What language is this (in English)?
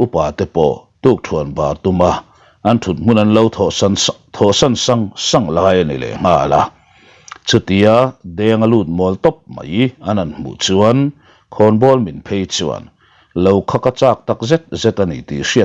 Mizo